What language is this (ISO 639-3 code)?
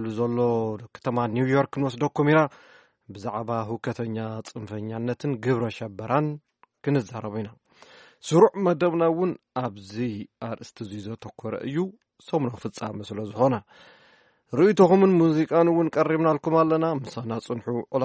tir